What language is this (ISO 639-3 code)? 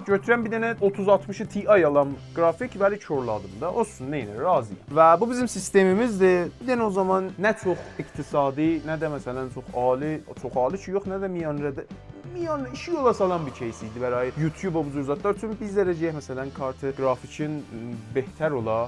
azb